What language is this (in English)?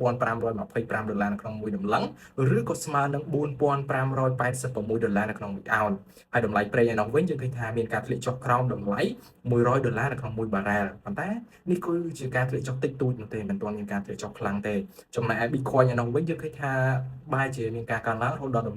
Khmer